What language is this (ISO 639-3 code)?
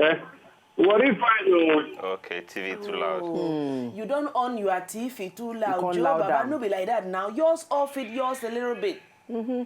pcm